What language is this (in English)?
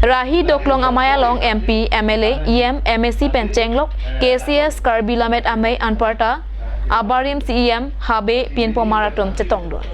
Karbi